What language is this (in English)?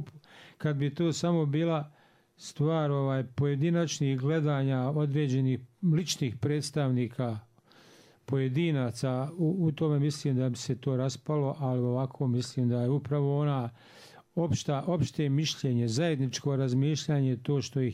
Bosnian